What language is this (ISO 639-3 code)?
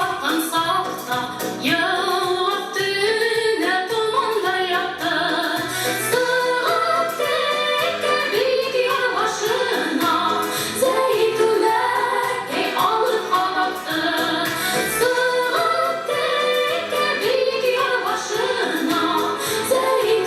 bak